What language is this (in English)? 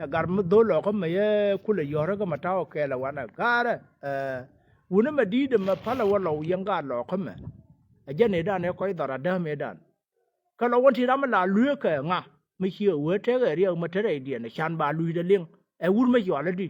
Nuer